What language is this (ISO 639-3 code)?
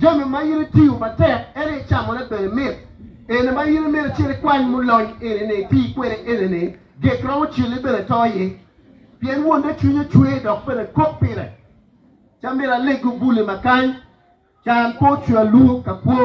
ach